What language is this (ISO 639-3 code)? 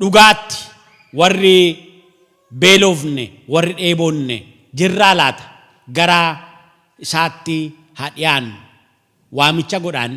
orm